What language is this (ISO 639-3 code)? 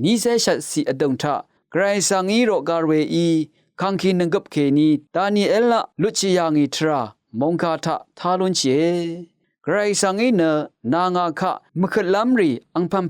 raw